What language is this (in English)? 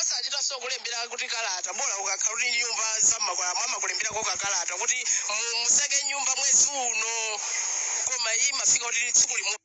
Nyanja